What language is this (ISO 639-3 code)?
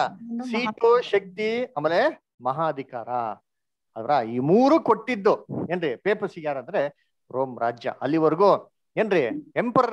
kan